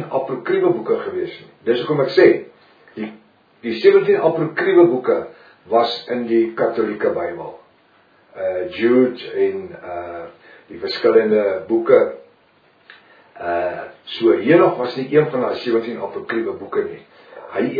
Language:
Afrikaans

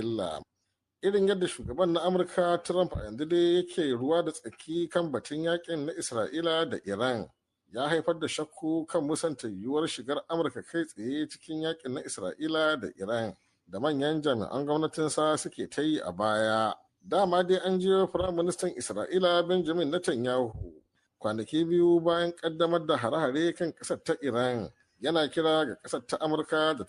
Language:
Hausa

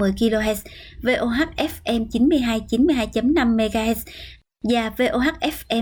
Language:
Vietnamese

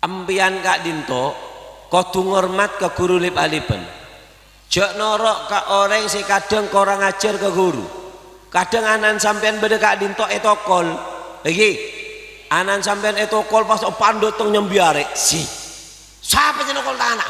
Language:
Madurese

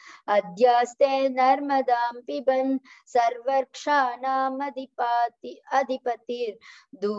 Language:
Sanskrit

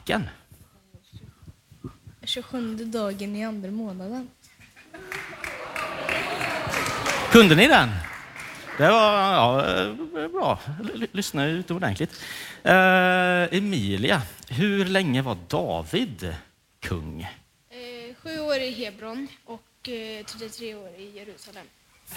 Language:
Swedish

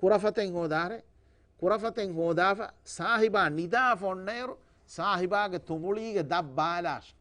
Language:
Divehi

